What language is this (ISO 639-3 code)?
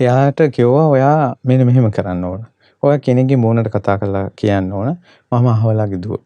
sin